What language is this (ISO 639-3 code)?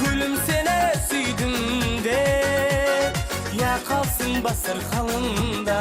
kaa